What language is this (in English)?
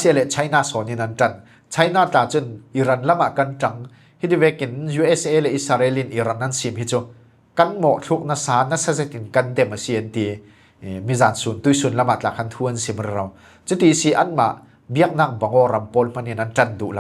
Falam Chin